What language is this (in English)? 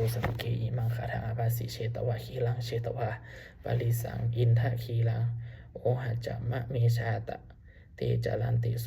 Pali